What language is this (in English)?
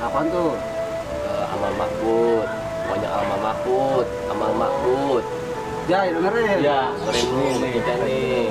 Betawi